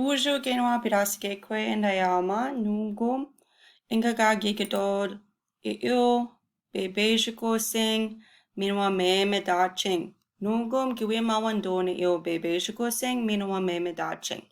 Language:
Chippewa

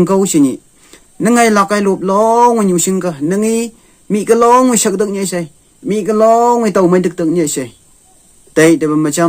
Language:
Phom Naga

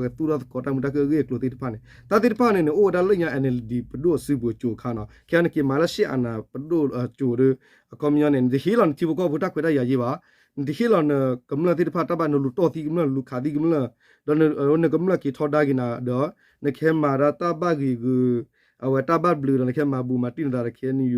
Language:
S'gaw Karen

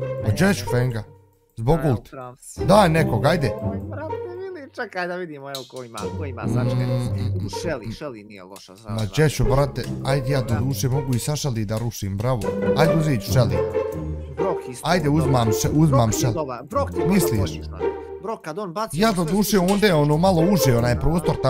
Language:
Bosnian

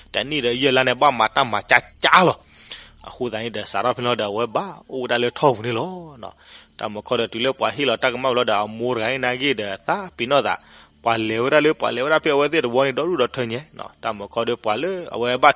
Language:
S'gaw Karen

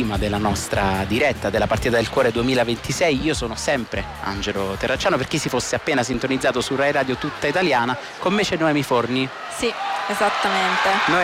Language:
Italian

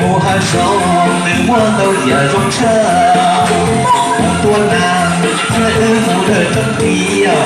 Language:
Hmong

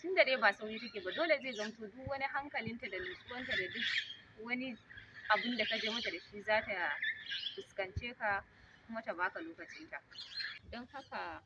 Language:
Hausa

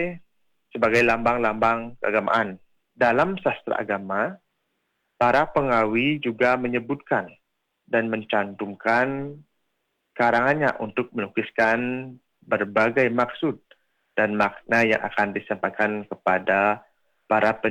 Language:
Indonesian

